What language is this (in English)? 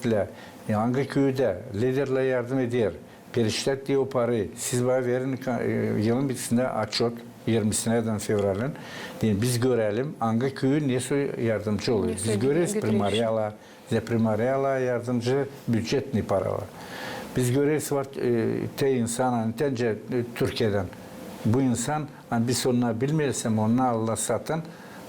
Gagauz